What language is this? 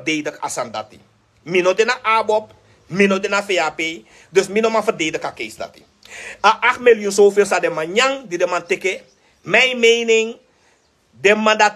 Sranan Tongo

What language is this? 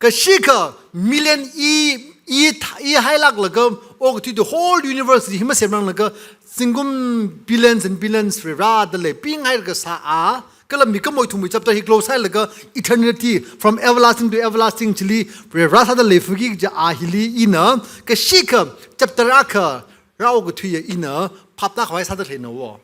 Tangkhul Naga (India)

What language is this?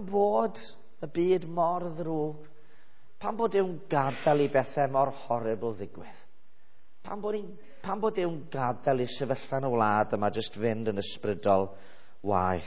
Welsh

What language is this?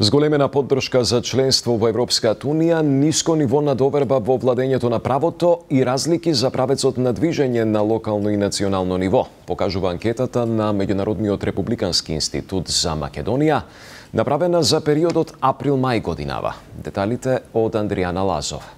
Macedonian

